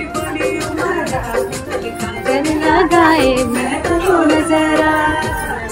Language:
Hindi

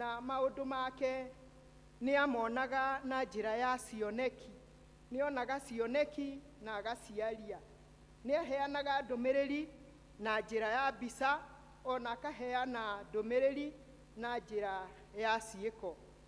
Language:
Kikuyu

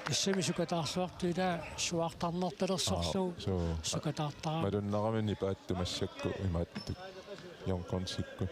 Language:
Kalaallisut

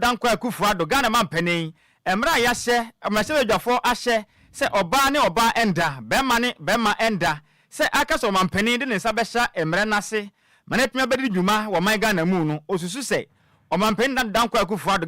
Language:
Akan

